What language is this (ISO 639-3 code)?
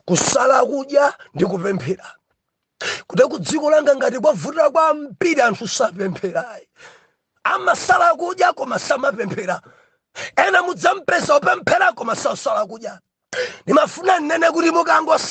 nya